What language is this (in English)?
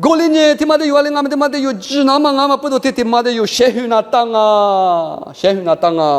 Lisu